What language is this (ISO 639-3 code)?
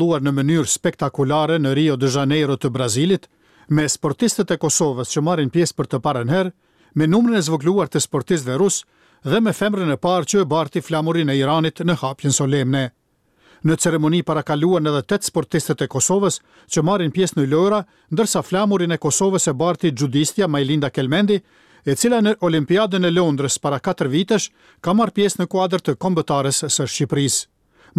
sqi